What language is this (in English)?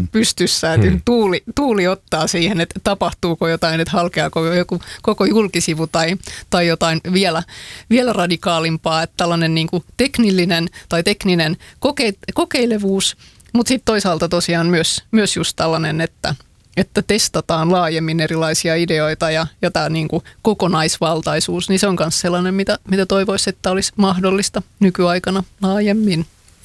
Finnish